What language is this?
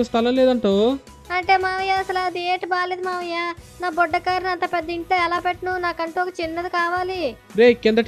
Telugu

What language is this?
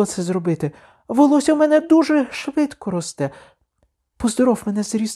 Ukrainian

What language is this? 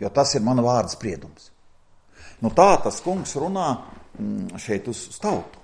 Latvian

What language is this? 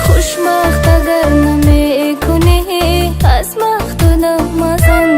Tajik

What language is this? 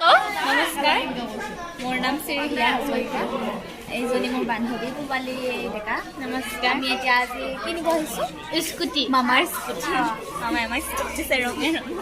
Assamese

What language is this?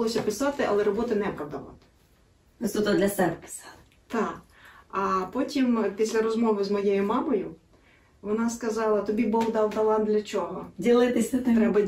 Ukrainian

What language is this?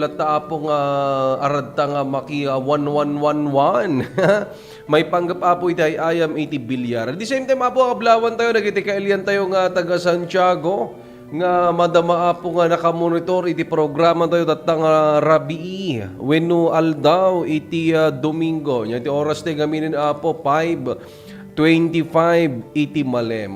Iloko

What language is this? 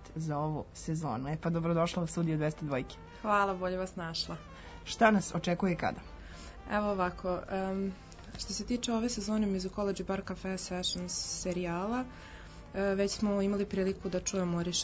Serbian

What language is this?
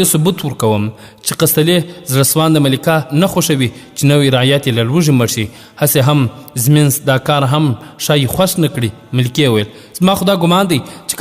Pashto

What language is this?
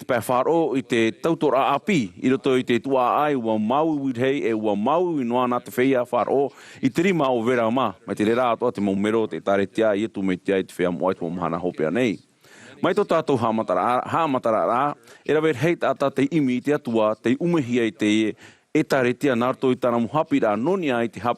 Tahitian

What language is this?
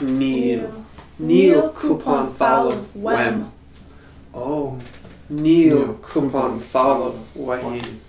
Irish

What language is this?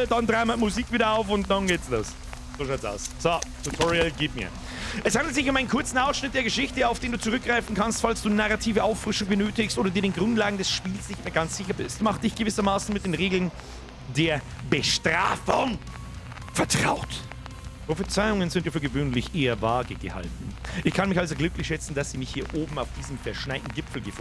Bavarian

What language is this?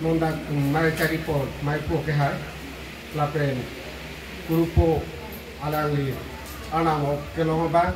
Karbi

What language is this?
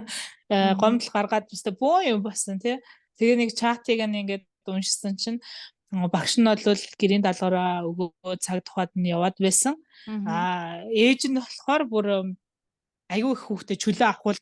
Mongolian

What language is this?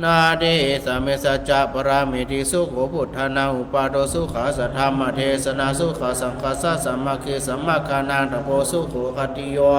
Pali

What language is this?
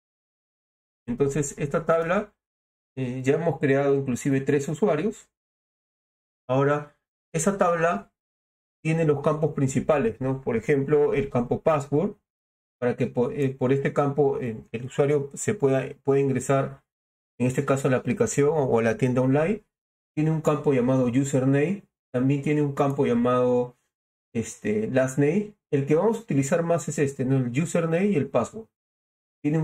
Spanish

